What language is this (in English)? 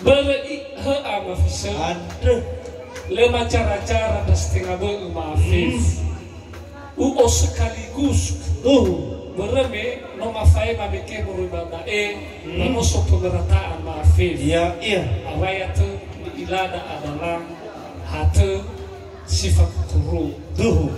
Nias